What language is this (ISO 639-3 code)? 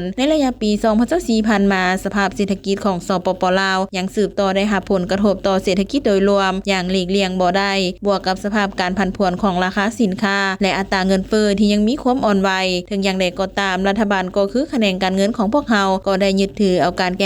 lao